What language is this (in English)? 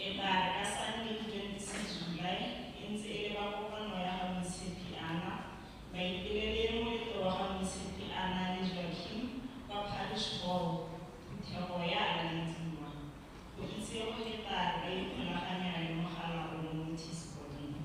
Tswana